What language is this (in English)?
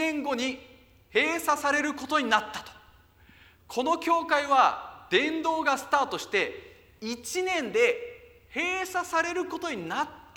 Japanese